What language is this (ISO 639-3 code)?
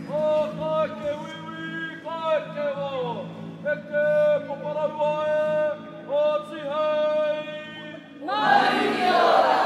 mri